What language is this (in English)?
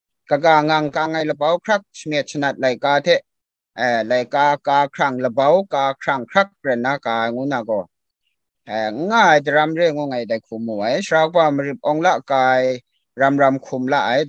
Kachin